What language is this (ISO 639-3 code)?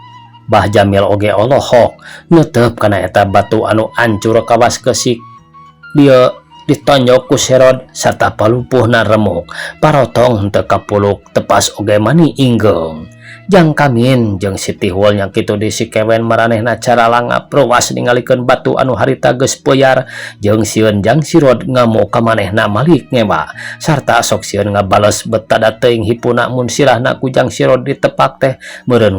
sun